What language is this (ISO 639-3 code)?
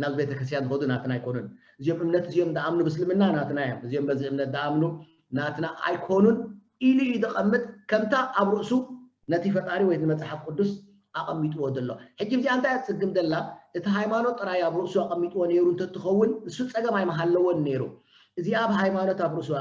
tir